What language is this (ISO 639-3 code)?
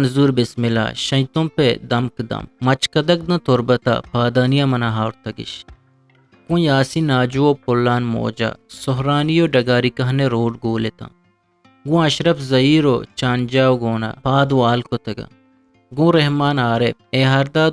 bgp